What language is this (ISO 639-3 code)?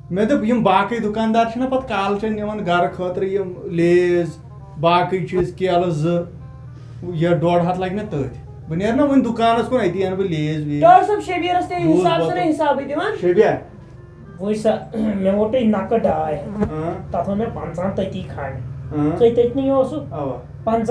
kas